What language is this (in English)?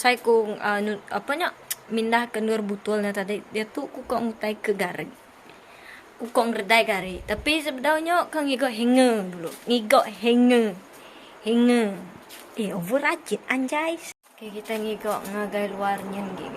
Iban